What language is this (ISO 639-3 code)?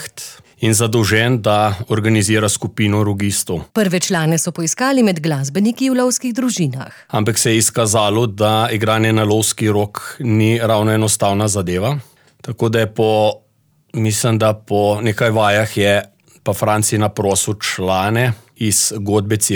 slv